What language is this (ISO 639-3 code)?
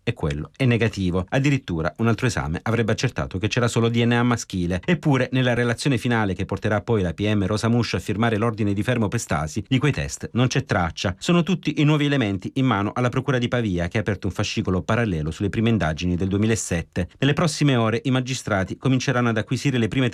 ita